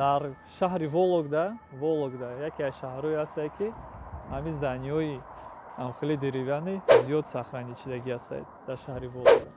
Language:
Tajik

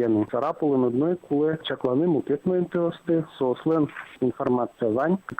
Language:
Udmurt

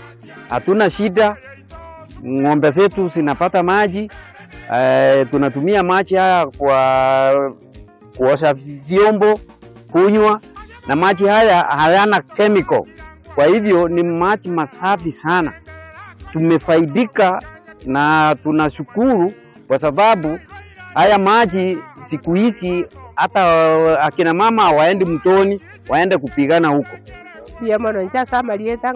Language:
Gusii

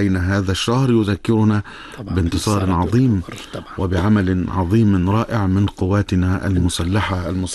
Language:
Arabic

